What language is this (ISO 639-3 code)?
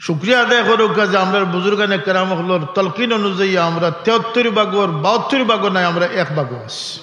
syl